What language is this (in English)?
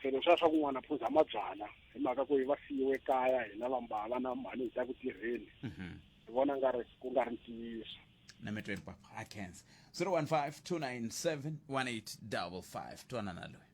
Tsonga